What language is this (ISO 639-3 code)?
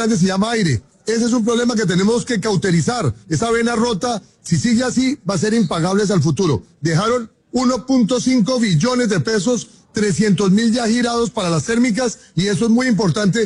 spa